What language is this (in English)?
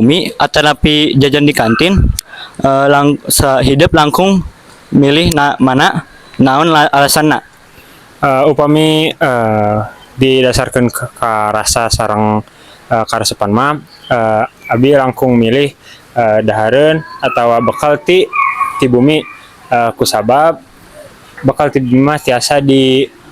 Sundanese